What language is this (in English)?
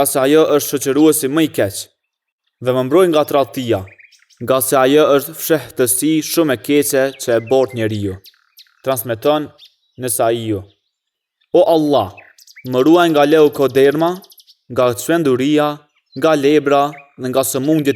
Albanian